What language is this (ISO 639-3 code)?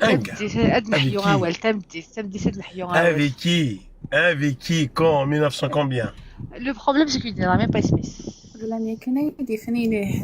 kab